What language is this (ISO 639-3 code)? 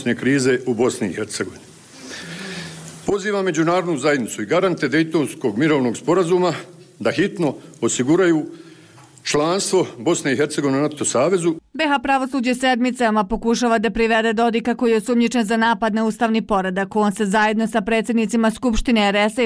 bos